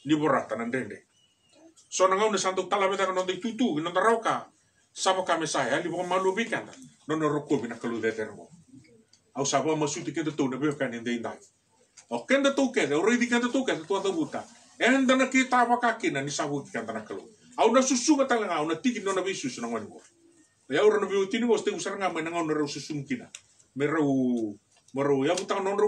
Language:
Fijian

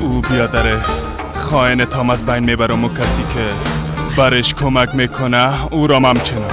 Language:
Persian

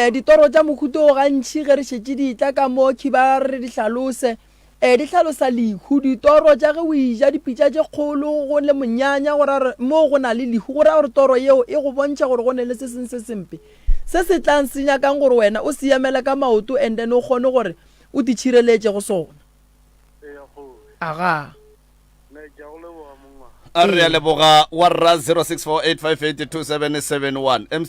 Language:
Northern Sotho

